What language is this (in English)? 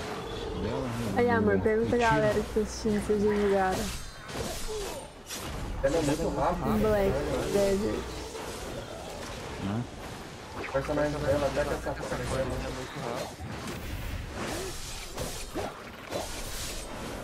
Portuguese